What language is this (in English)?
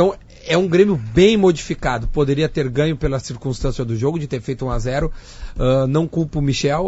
Portuguese